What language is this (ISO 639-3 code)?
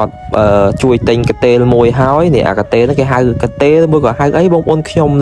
khm